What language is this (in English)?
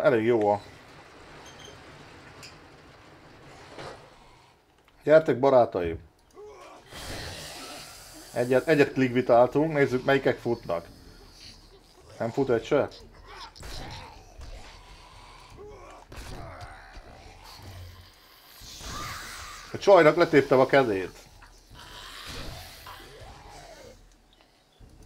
Hungarian